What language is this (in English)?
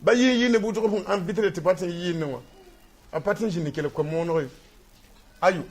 Mossi